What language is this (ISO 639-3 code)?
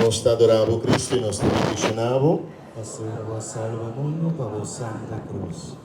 pap